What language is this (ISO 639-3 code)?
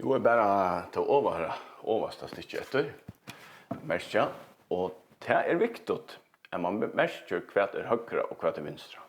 fao